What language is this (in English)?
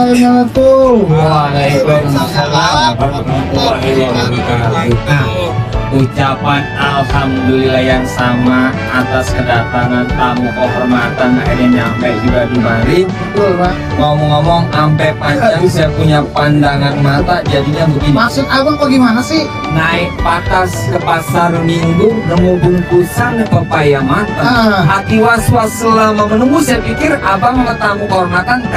Betawi